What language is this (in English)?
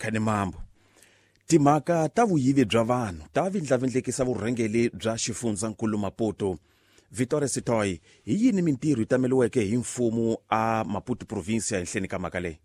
Tsonga